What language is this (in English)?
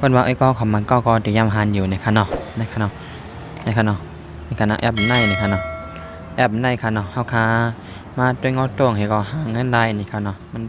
Shan